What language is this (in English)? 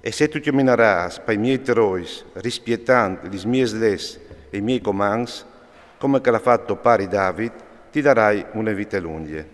Friulian